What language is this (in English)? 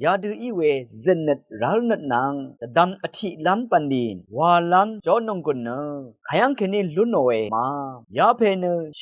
Rawang